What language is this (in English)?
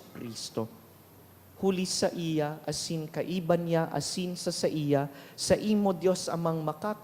Bikol